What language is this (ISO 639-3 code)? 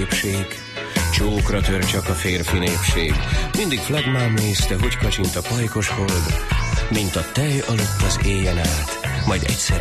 hun